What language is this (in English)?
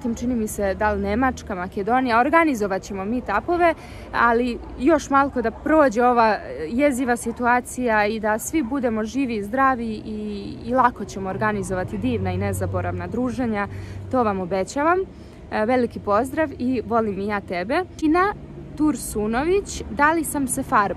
Serbian